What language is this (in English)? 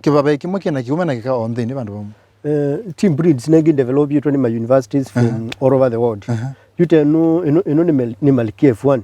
Kamba